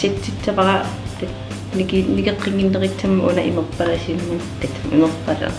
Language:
Kalaallisut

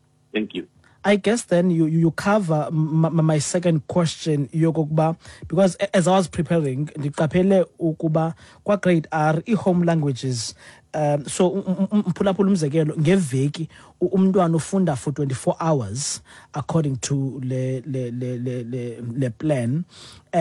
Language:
Xhosa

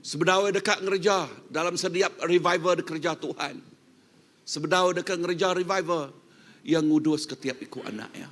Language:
Iban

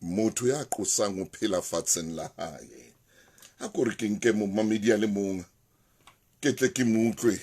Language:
Southern Sotho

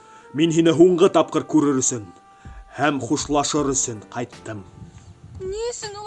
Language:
Bashkir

